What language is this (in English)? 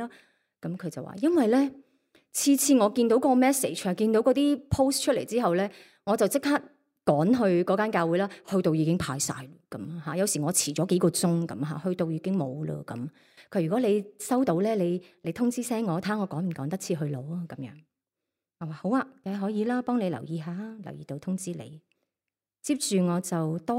Cantonese